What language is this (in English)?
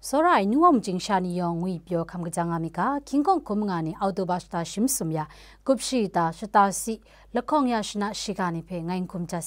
Kachin